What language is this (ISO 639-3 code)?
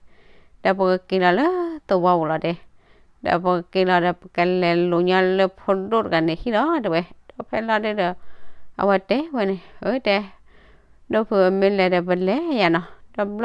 ksw